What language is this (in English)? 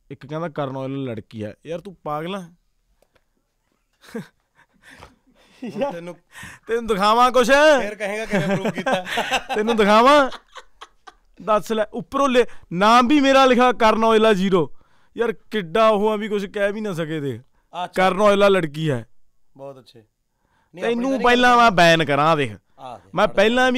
Punjabi